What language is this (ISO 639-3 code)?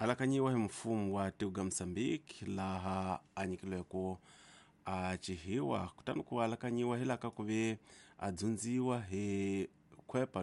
tso